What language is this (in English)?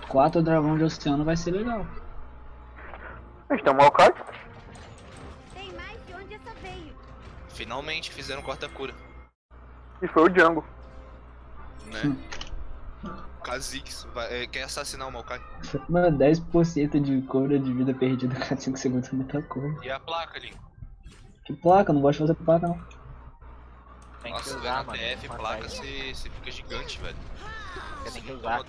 Portuguese